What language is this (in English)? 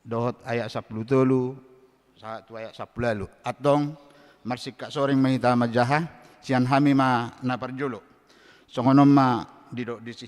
Batak Toba